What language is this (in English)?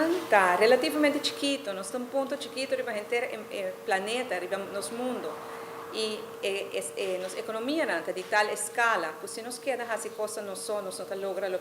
Papiamento